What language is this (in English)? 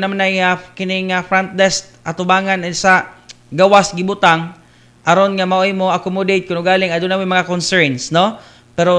Cebuano